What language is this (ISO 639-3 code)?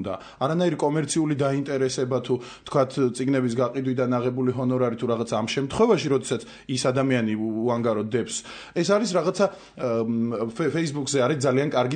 kat